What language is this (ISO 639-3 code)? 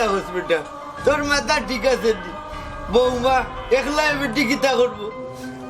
syl